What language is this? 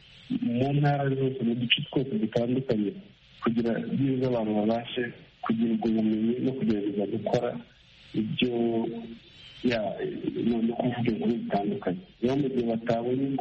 Kinyarwanda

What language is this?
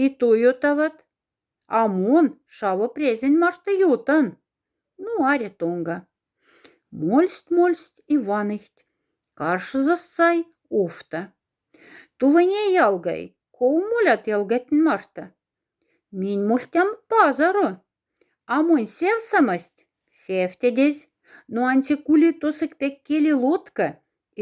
Moksha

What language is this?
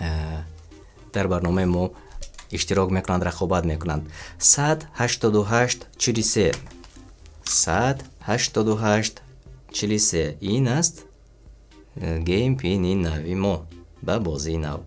Tajik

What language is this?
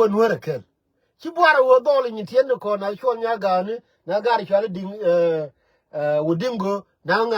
Nuer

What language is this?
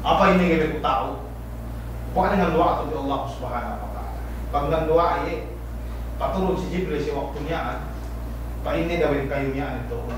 Yakan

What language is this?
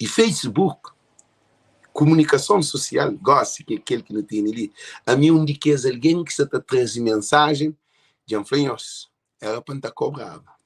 Kabuverdianu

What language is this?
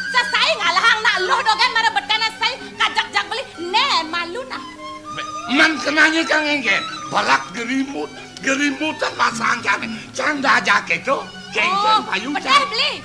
Balinese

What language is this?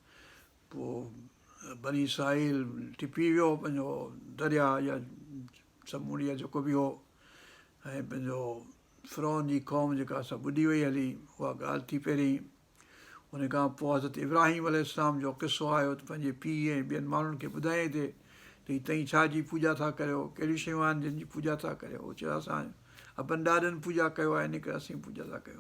Sindhi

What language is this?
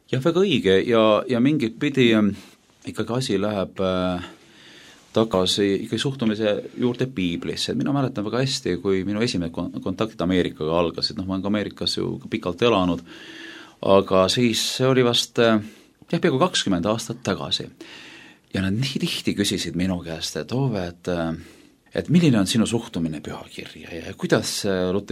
Estonian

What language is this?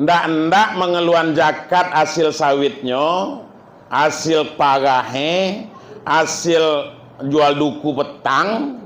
Minangkabau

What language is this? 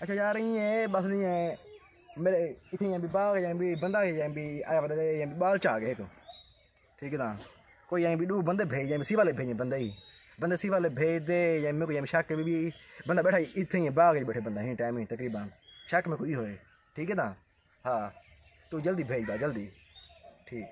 Saraiki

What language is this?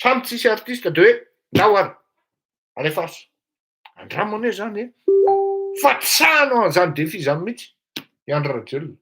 Malagasy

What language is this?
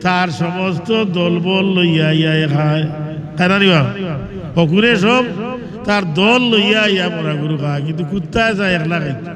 Sylheti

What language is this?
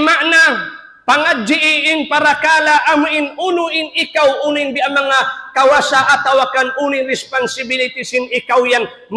Tausug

